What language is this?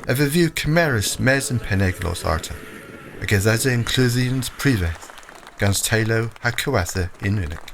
Cornish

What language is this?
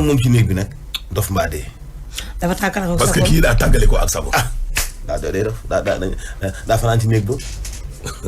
Wolof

